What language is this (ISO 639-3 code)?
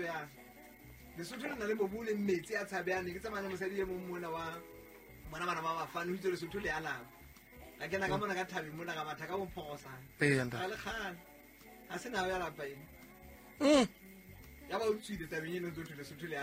sot